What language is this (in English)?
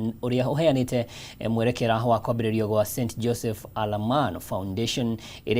Kikuyu